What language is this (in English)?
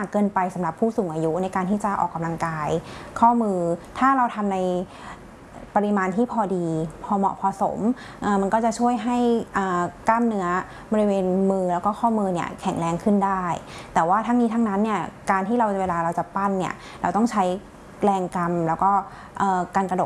Thai